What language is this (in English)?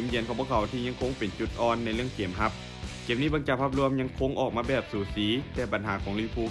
Lao